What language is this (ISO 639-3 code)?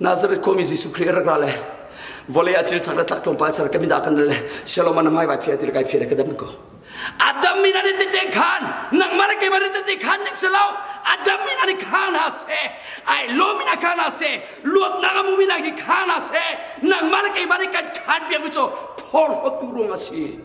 cnh